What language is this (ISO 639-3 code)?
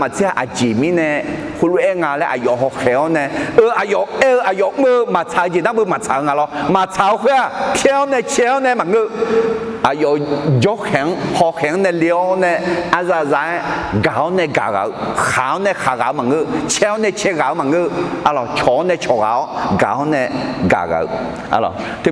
ahk